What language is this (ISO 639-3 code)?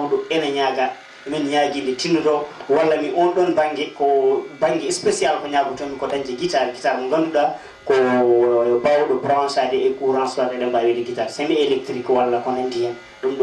ful